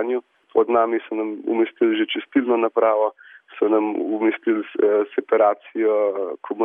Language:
Slovenian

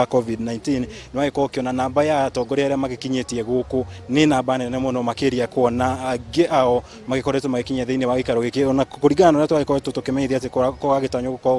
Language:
Kikuyu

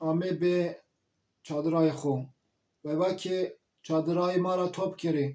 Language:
Zaza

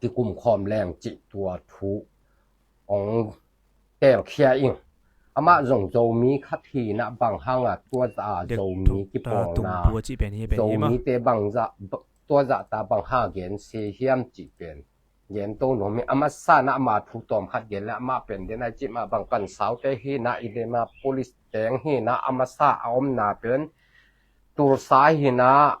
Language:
Tedim Chin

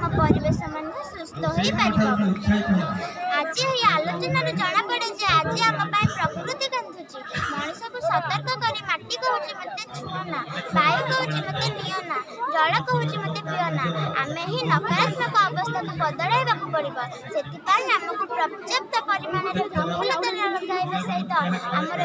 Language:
Odia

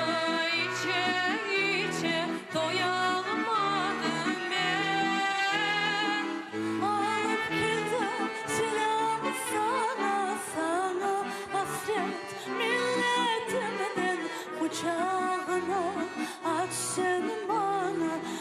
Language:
Crimean Tatar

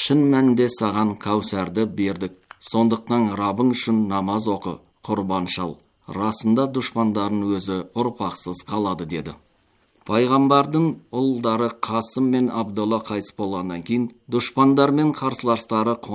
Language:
Kazakh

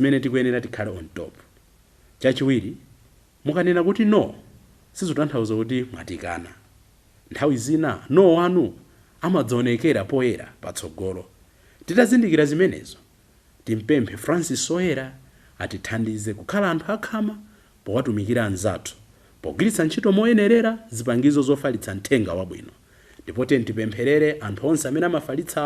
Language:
Nyanja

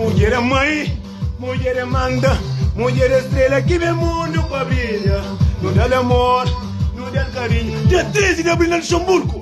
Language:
Kabuverdianu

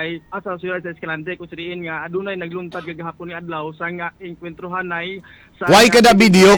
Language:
Hiligaynon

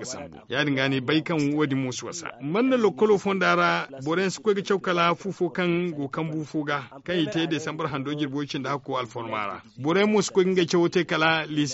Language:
Zarma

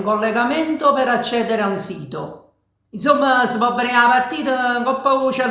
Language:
Neapolitan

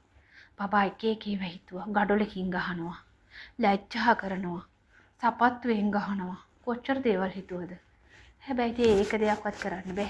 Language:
Sinhala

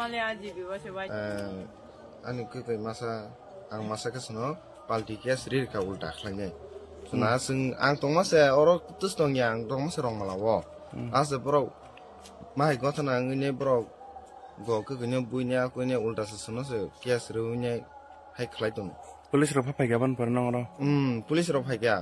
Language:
Kok Borok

